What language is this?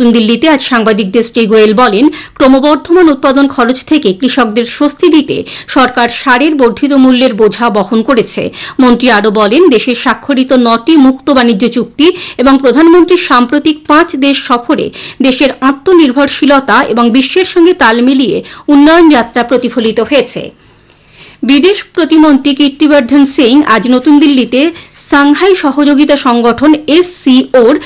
Bangla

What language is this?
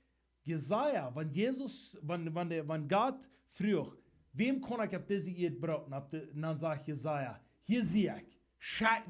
Plautdietsch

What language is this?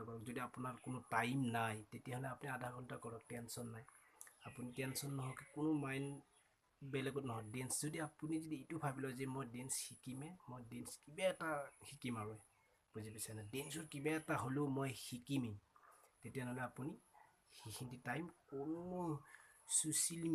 Assamese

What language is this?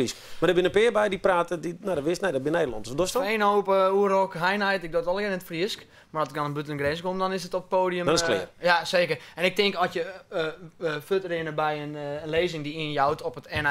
Western Frisian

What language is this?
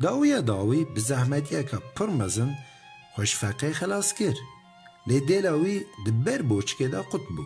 Kurdish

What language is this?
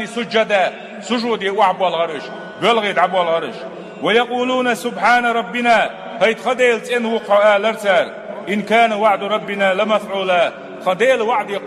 Chechen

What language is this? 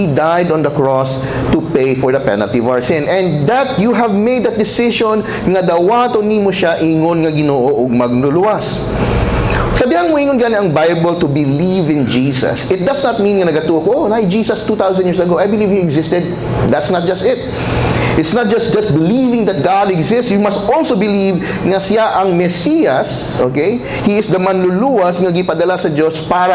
Cebuano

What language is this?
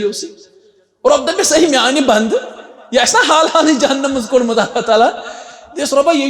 Kashmiri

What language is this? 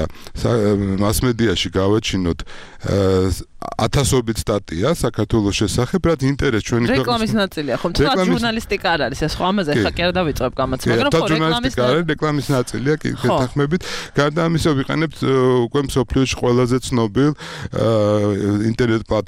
Georgian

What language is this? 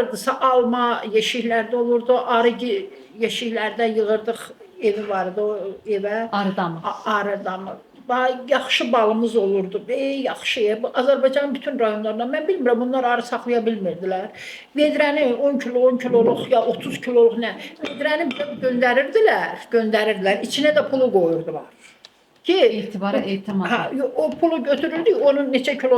Azerbaijani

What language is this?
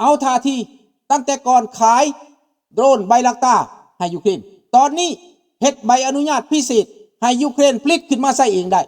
Lao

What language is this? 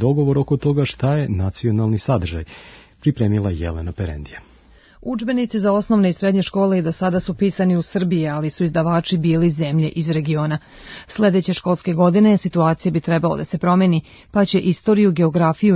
Serbian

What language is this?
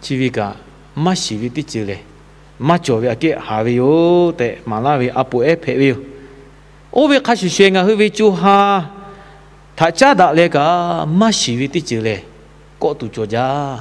Lahu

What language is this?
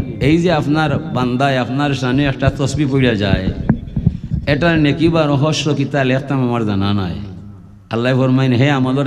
Sylheti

